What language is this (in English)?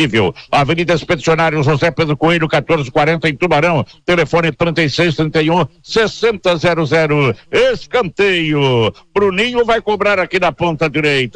Portuguese